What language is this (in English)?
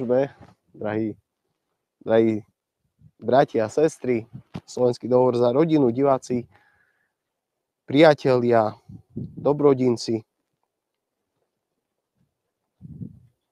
Slovak